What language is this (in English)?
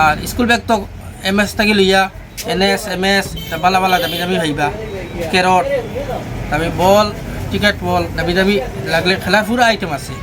Sylheti